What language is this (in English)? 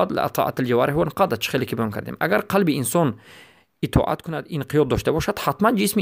Tajik